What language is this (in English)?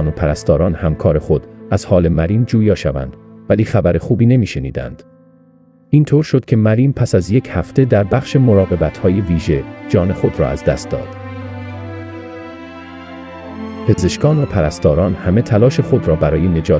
Persian